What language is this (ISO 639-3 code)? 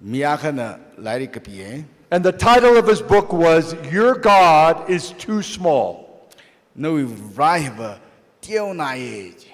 nmf